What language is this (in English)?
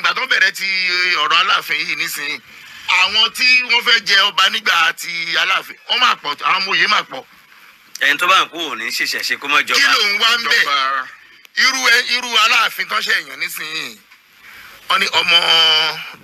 Yoruba